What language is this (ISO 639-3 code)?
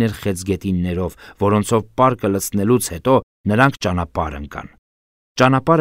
hye